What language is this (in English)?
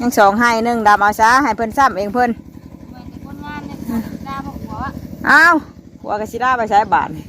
Northeastern Thai